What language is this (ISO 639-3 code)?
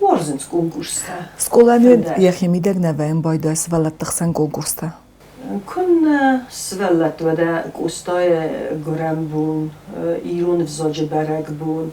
oss